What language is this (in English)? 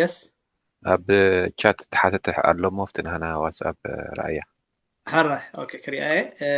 Tigrinya